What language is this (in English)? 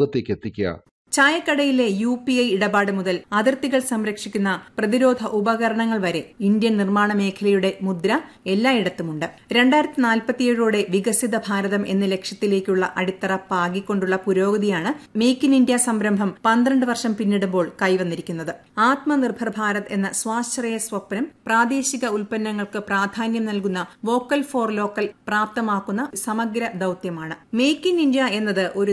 Malayalam